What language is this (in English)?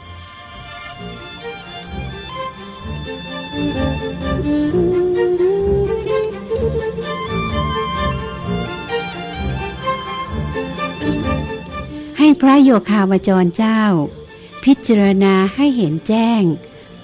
Thai